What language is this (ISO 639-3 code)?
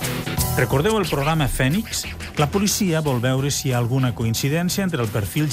cat